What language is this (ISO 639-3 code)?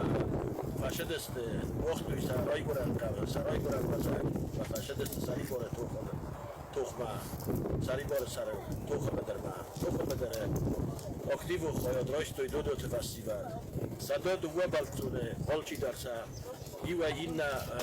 oss